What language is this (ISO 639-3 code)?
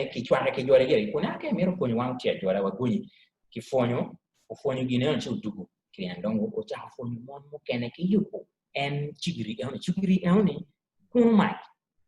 ach